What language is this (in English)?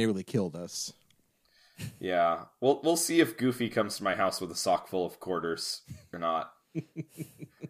English